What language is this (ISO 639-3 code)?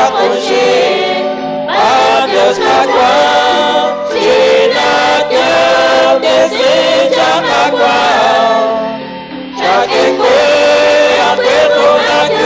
kek